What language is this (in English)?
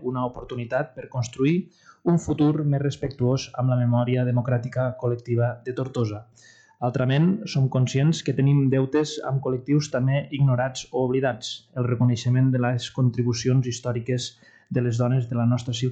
Catalan